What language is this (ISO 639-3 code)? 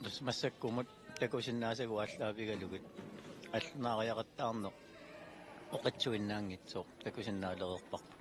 kal